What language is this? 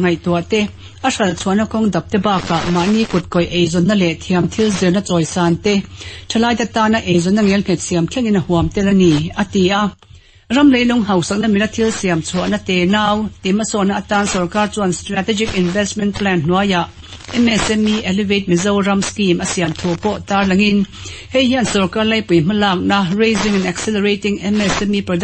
Mizo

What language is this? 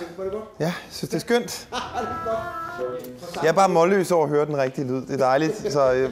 Danish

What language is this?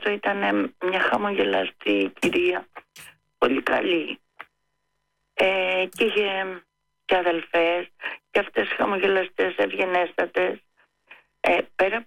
Greek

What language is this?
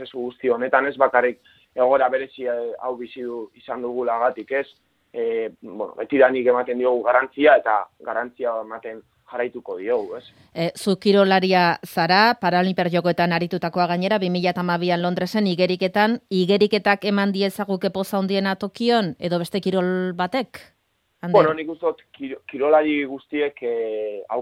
Basque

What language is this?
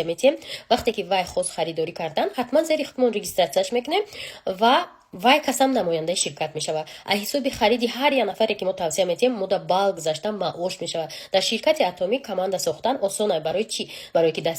Tajik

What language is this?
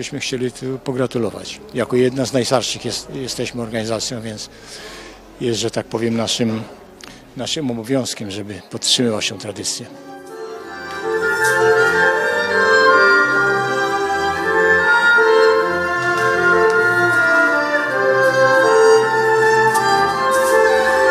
Polish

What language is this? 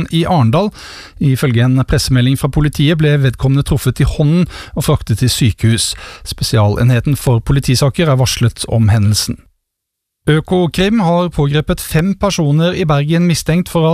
Norwegian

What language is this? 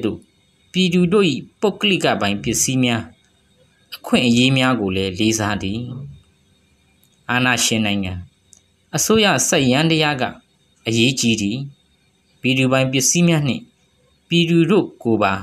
Burmese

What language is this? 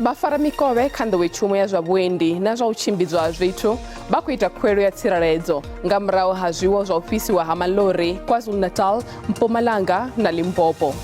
Venda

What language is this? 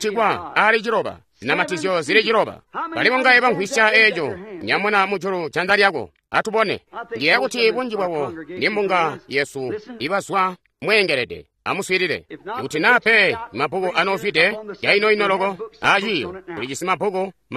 Tonga (Zambia)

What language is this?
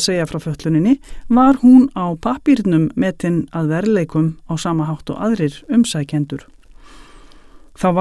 Icelandic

